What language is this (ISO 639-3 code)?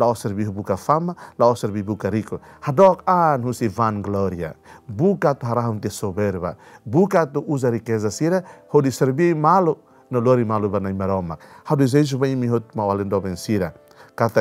tet